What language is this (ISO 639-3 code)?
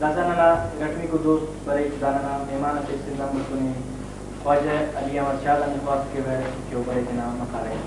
brh